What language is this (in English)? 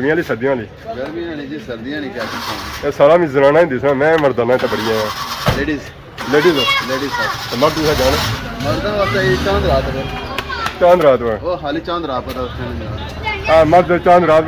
Pahari-Potwari